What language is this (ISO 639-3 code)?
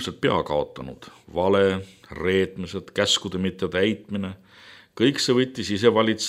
est